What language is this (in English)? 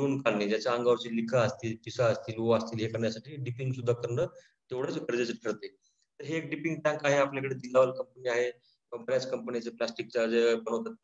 Marathi